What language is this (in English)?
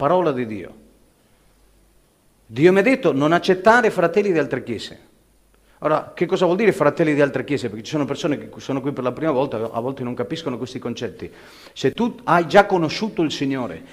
Italian